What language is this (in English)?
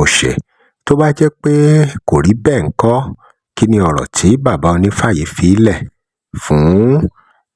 Yoruba